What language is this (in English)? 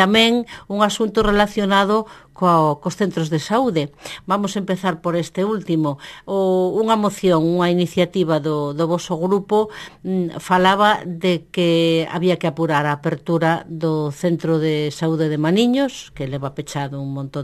Galician